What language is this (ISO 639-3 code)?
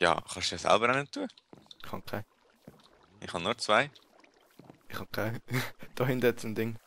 gsw